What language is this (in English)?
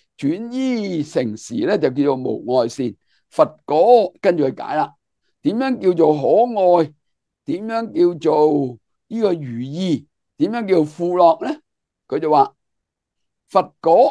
Cantonese